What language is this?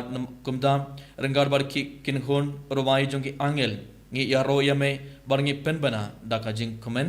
Khasi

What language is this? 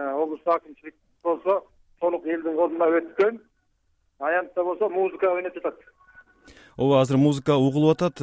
Kyrgyz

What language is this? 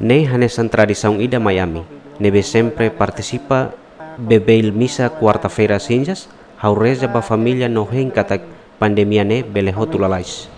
Tetum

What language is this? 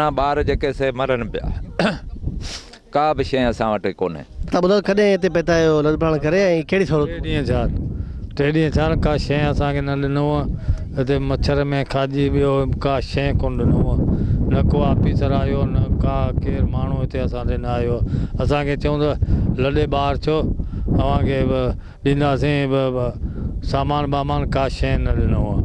Sindhi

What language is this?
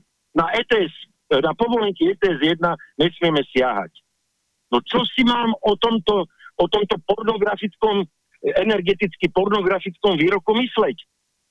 Slovak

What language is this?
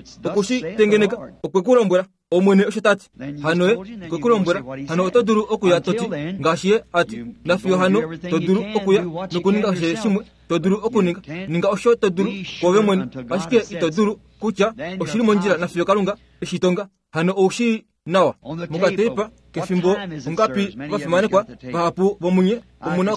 Kuanyama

